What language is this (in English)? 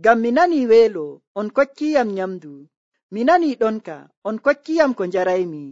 Nigerian Fulfulde